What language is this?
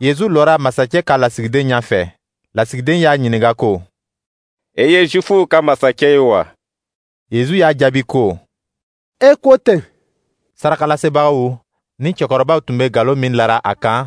Dyula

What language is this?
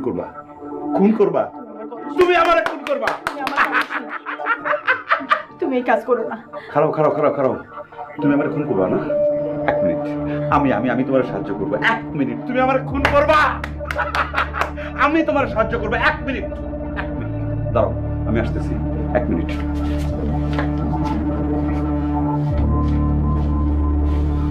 Bangla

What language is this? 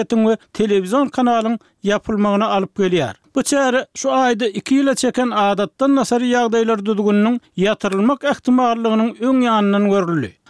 Turkmen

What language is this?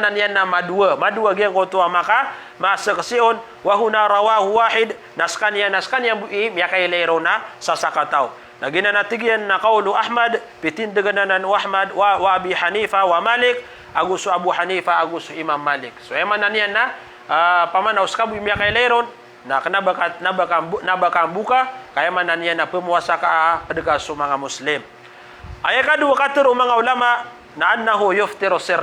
Maranao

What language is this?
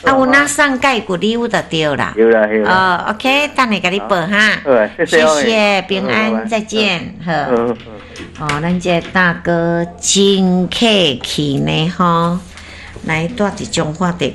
Min Nan Chinese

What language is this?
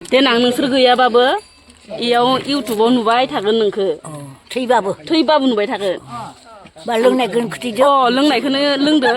Bodo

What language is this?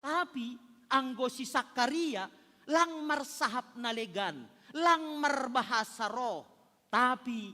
Batak Simalungun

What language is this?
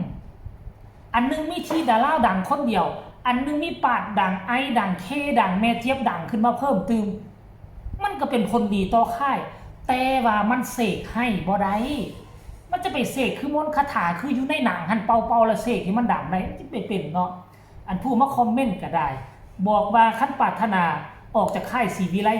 Northeastern Thai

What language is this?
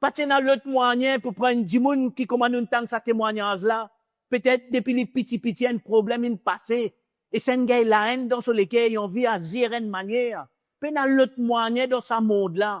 Morisyen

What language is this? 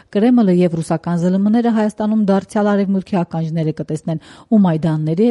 Armenian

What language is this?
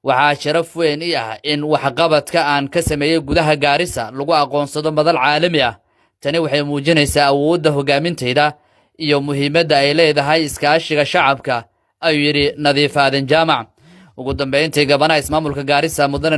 Somali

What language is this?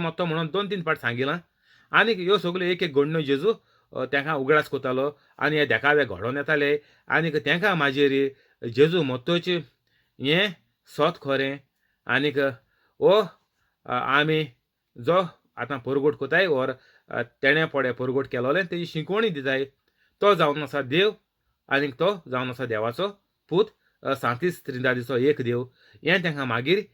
Konkani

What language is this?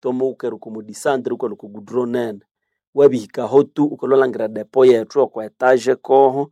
Nande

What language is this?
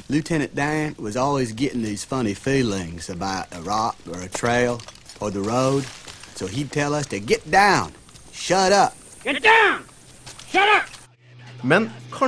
Norwegian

